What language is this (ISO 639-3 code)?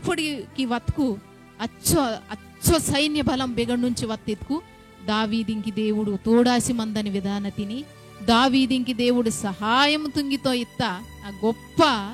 kff